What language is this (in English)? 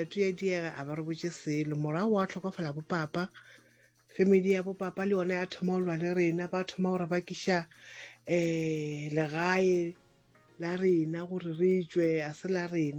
Northern Sotho